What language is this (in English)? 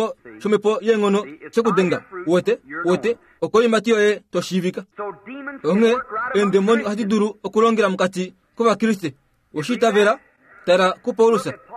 Kuanyama